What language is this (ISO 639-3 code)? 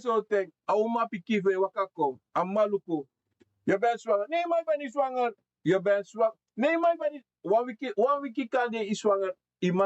srn